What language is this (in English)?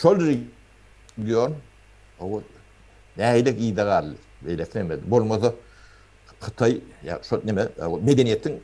Turkmen